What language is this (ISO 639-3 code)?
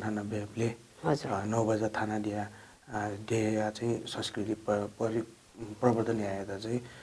new